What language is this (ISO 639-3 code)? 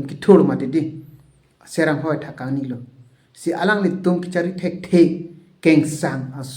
mjw